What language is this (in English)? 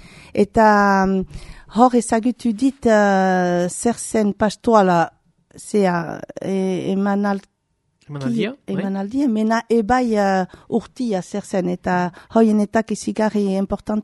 Basque